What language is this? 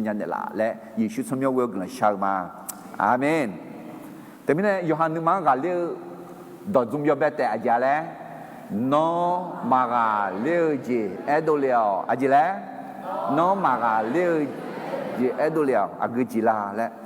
Akha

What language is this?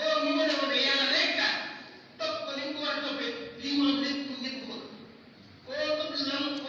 Wolof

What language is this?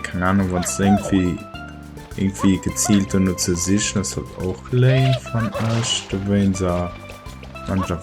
Luxembourgish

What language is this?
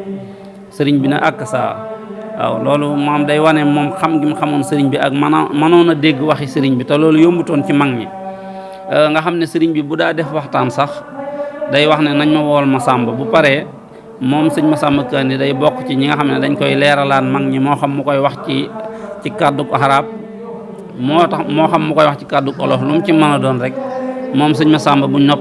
Wolof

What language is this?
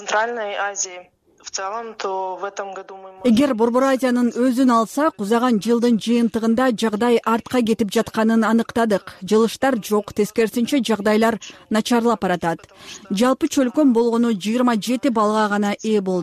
Kyrgyz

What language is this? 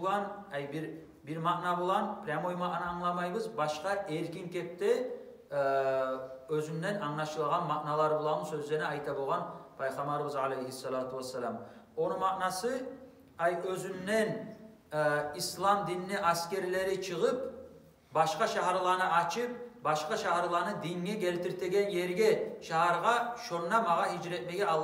Kumyk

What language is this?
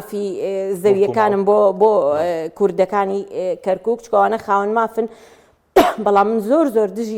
Central Kurdish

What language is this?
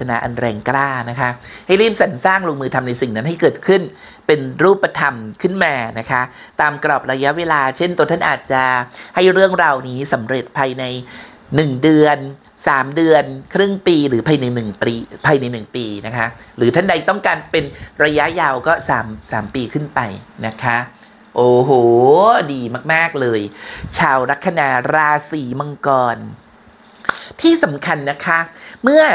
Thai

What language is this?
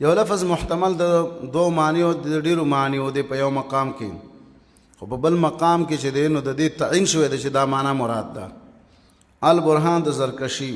Pashto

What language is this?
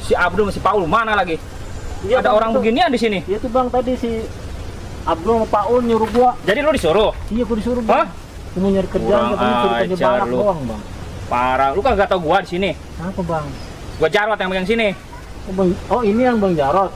Betawi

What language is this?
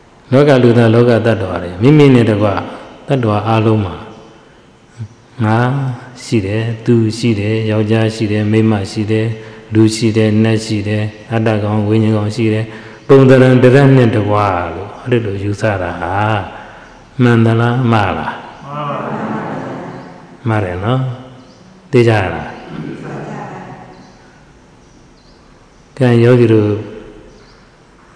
Burmese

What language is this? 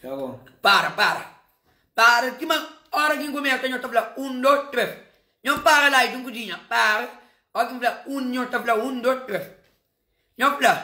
Kabuverdianu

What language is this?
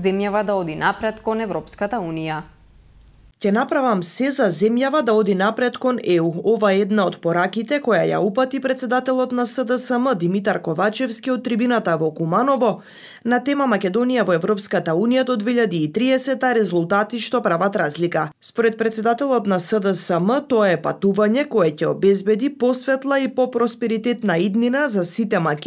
Macedonian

